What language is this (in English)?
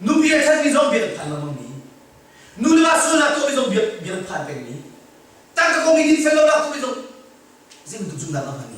Hakha Chin